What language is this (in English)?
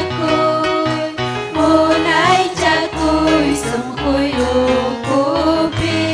Ayacucho Quechua